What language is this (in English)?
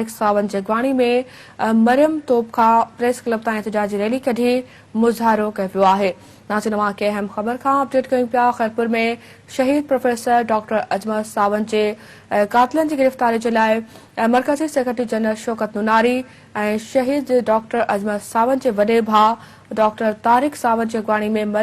Sindhi